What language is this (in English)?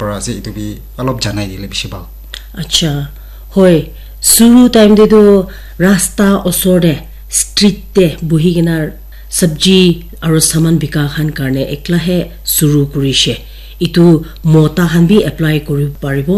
Naga Pidgin